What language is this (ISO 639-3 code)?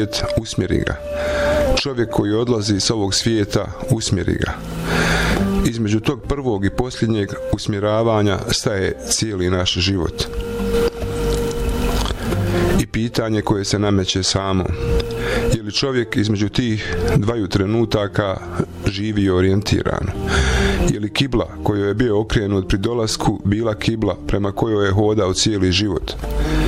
bos